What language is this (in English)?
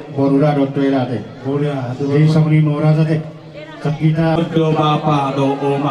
Batak Toba